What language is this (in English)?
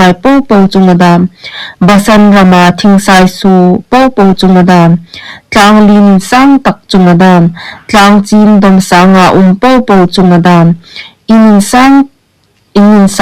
Hmar